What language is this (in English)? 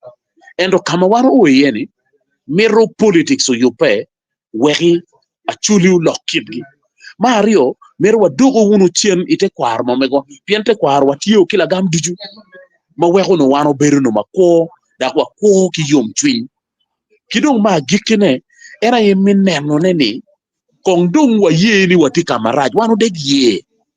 Acoli